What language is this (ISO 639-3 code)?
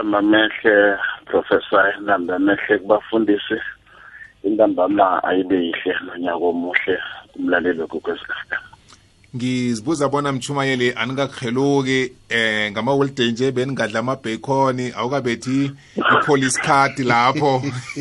nbl